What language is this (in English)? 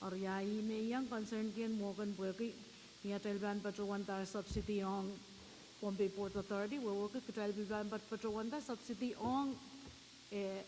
Pohnpeian